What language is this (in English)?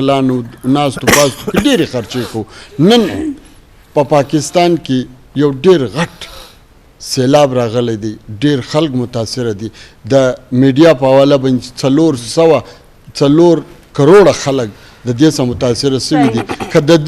Eastern Balochi